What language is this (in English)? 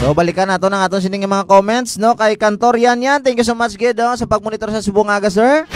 Hiligaynon